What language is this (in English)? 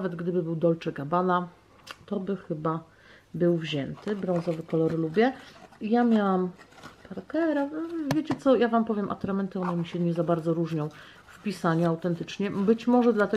Polish